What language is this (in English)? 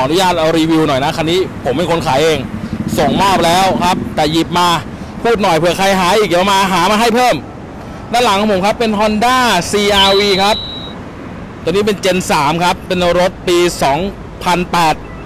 Thai